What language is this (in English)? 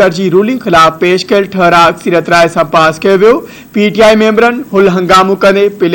Sindhi